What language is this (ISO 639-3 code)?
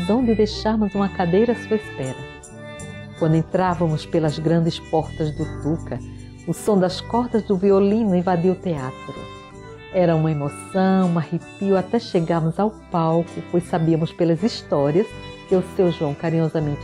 por